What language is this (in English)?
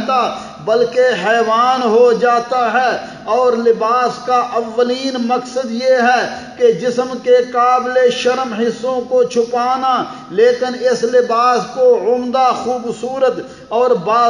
Urdu